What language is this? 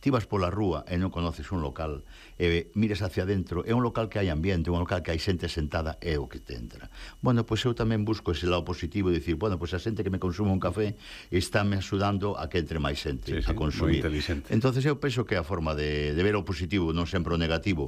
Galician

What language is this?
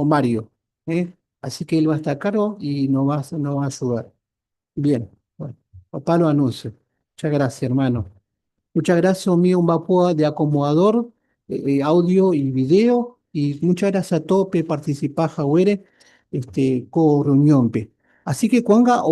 Guarani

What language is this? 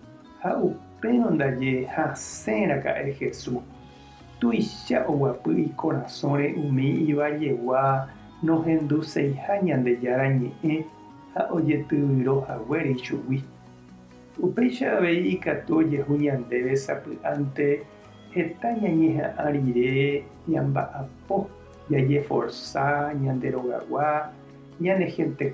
Guarani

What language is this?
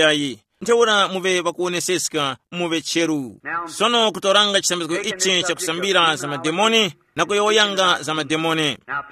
Tumbuka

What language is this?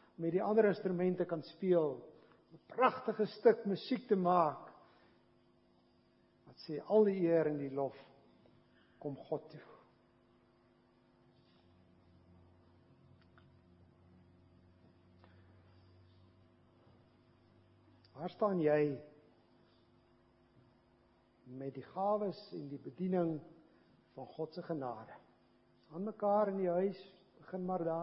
Afrikaans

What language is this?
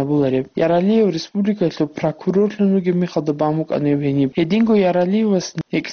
Avaric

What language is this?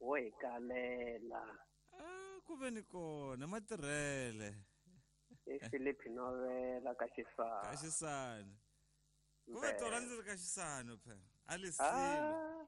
Tsonga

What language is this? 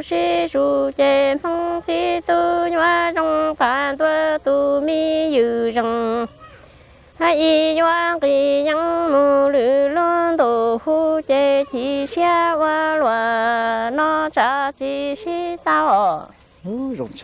Vietnamese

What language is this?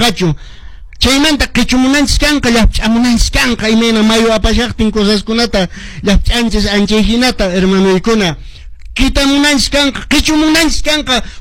Quechua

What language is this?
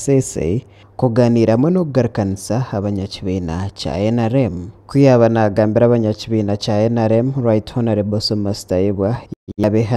Nyankole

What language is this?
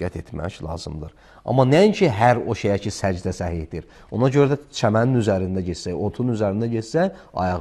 Azerbaijani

